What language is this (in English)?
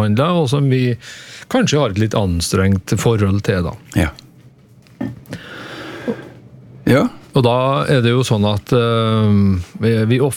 Norwegian